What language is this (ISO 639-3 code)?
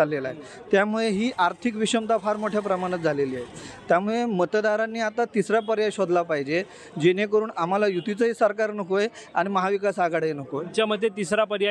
mar